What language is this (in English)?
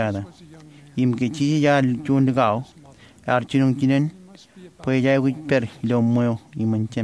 Marshallese